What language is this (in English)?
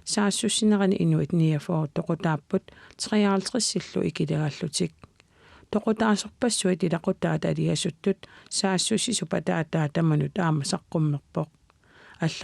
Kalaallisut